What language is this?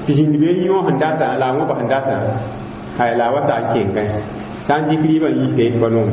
Mossi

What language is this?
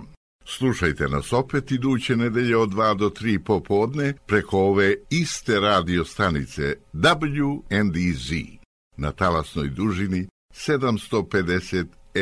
Serbian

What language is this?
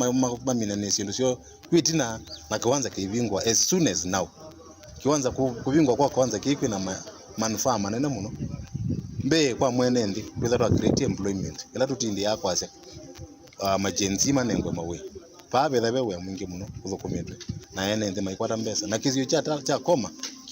Kamba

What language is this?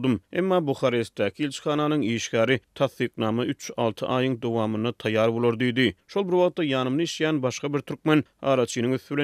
Turkmen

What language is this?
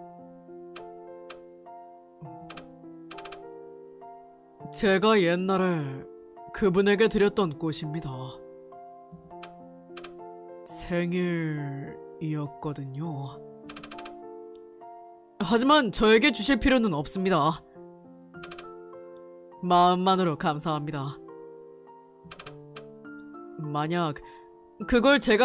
Korean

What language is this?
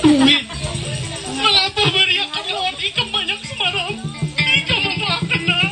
Banjar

